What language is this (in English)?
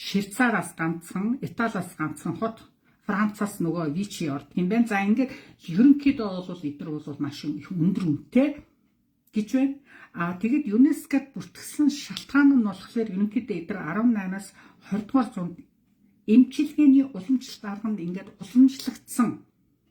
Mongolian